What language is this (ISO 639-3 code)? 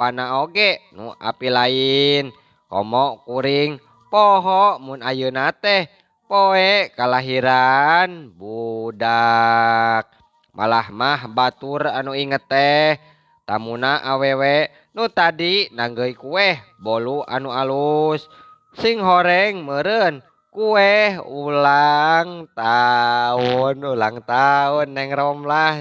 sun